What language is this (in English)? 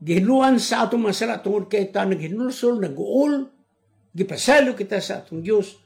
Cebuano